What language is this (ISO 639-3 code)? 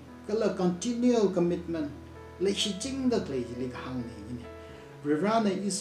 nmf